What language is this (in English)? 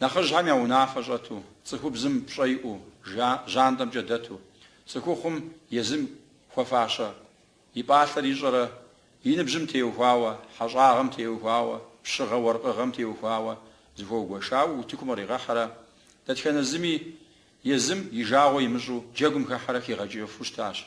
Kabardian